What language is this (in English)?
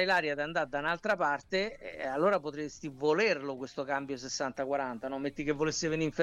Italian